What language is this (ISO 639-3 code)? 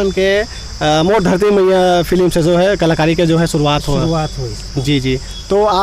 hne